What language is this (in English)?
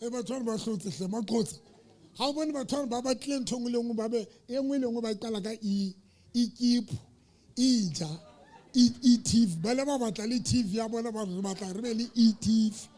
Southern Sotho